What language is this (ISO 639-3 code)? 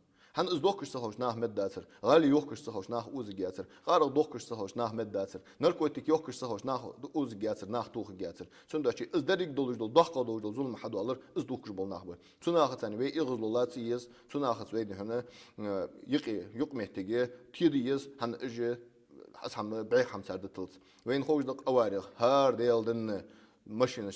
inh